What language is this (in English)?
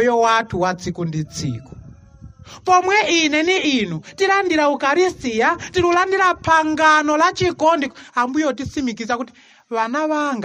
Nyanja